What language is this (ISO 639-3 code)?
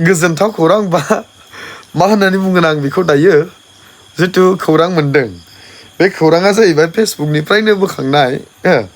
brx